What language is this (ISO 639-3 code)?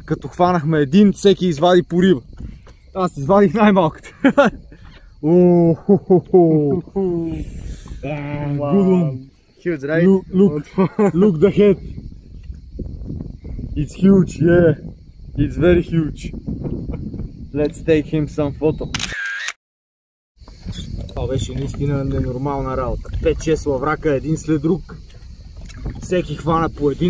bul